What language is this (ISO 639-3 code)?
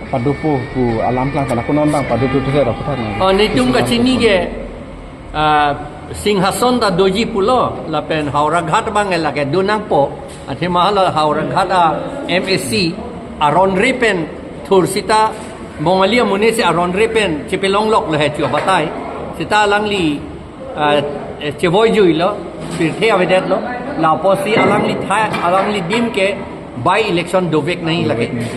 mjw